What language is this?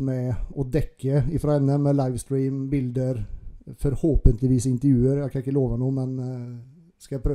Norwegian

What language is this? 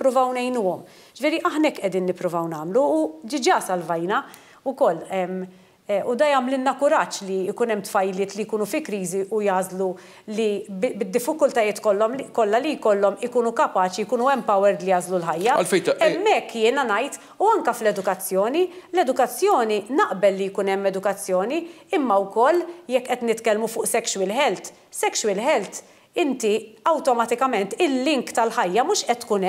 Maltese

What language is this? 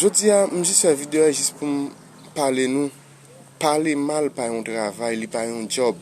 Haitian Creole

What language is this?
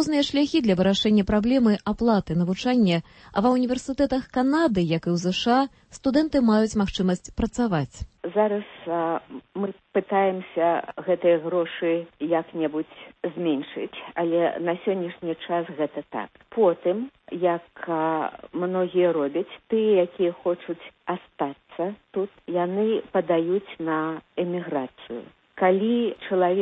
Belarusian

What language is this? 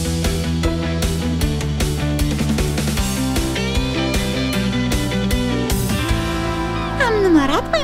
Romanian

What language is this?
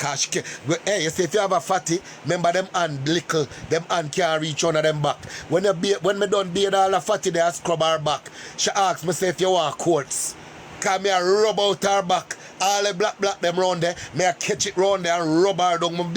Jamaican Creole English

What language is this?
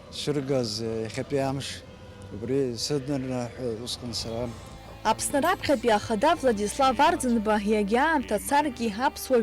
Abkhazian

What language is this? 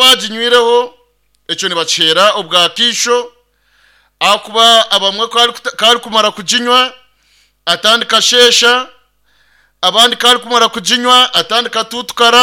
Nyankole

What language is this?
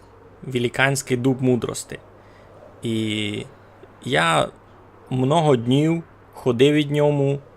Rusyn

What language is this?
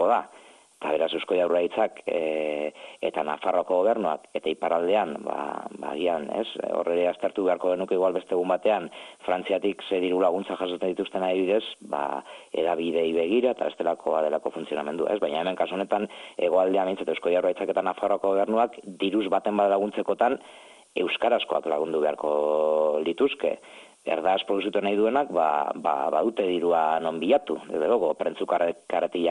Basque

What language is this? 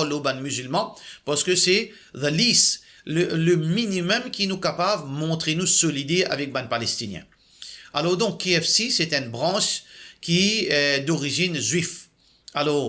Morisyen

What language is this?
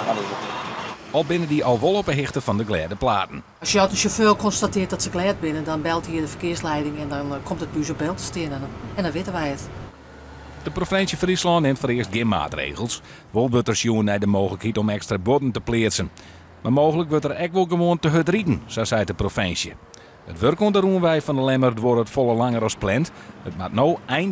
Western Frisian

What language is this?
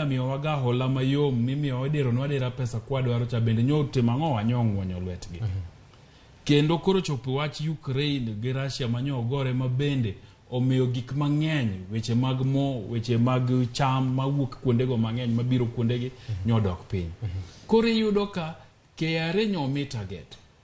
Luo (Kenya and Tanzania)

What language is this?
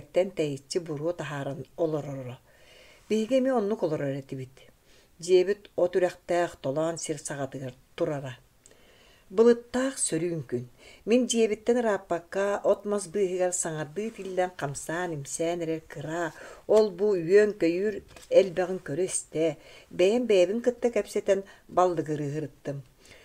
Yakut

